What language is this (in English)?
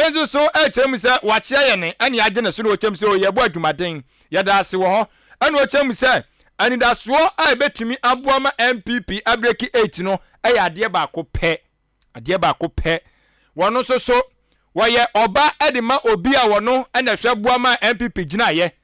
Akan